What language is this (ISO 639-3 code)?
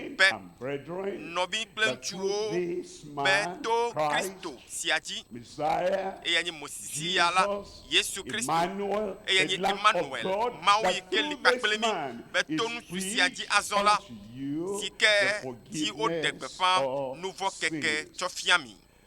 ewe